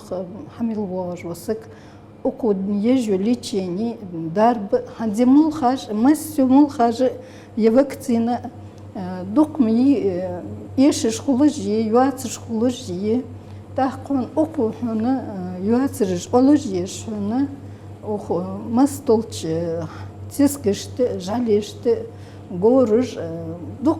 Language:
Ingush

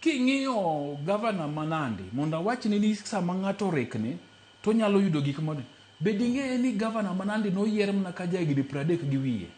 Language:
Luo (Kenya and Tanzania)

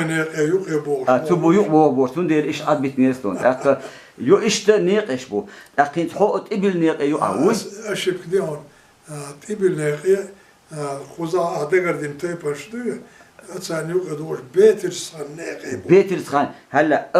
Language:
Chechen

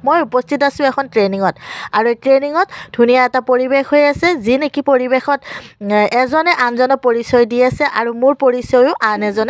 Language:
Assamese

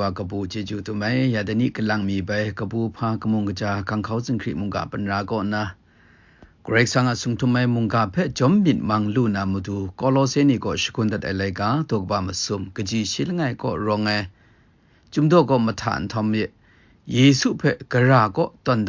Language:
Kachin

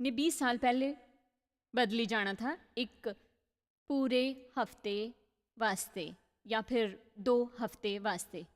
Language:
Dogri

